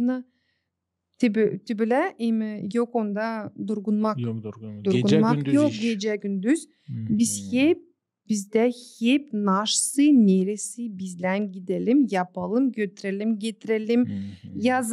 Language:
Gagauz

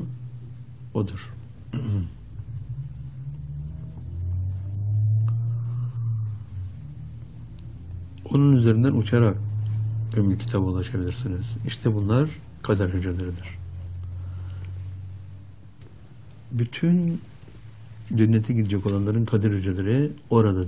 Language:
Turkish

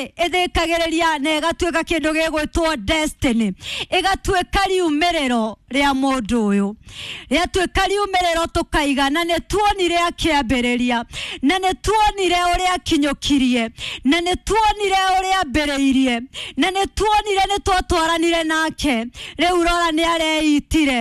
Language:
Kikuyu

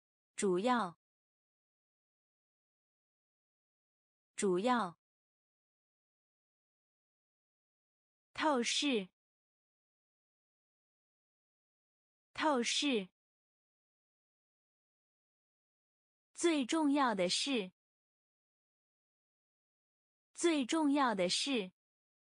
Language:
Chinese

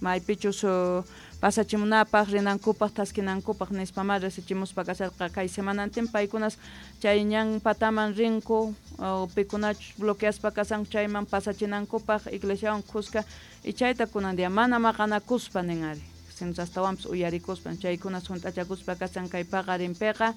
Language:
Quechua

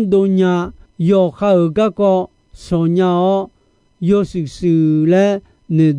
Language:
Akha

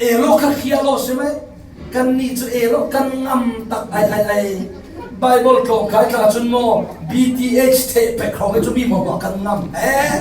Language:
Falam Chin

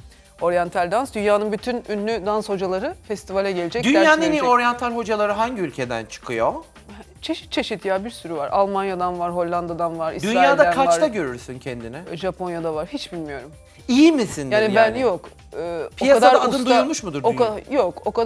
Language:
Turkish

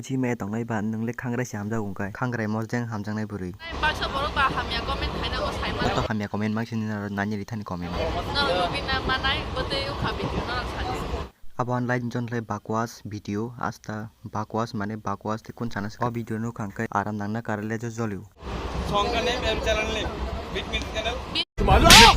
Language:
Kok Borok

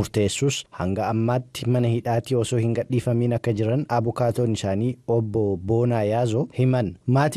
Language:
Oromo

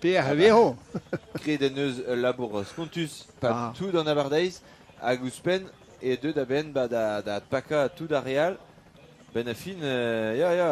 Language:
Breton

